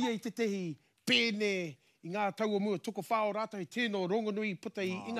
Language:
Māori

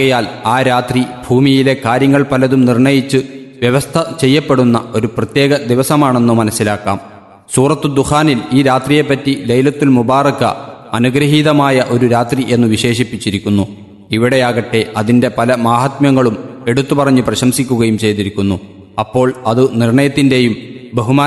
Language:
Malayalam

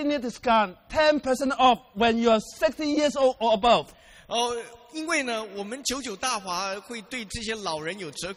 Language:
Chinese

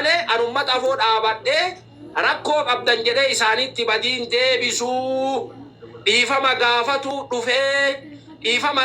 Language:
Oromo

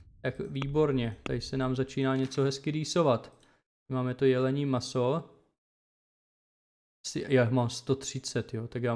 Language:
Czech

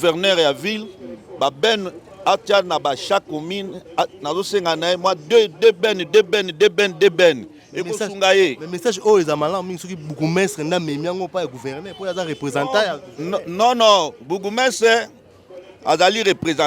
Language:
Lingala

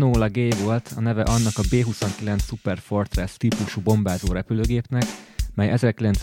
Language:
Hungarian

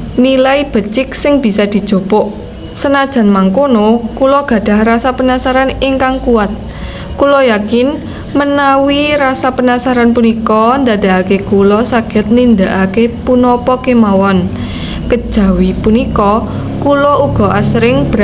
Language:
Javanese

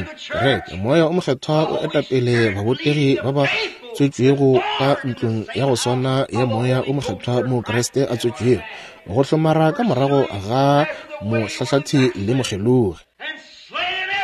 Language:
Northern Sotho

